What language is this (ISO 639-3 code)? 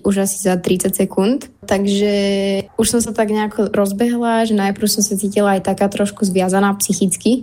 slk